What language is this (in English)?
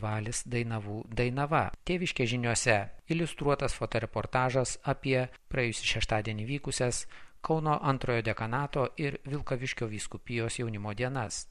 Lithuanian